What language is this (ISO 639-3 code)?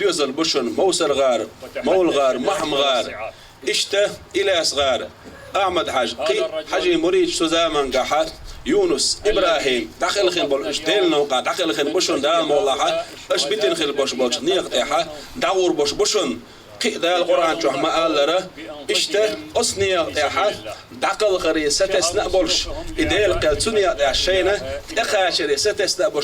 che